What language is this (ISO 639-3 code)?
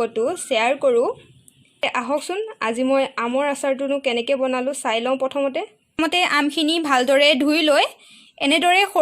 asm